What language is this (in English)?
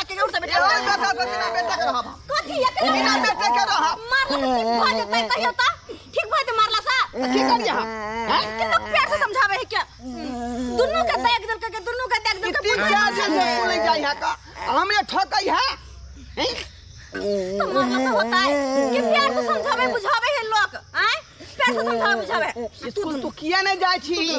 Maithili